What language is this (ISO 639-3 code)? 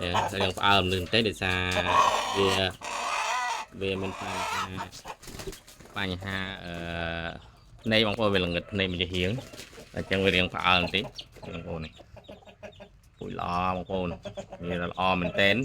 khm